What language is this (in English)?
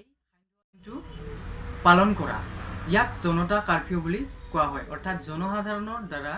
Assamese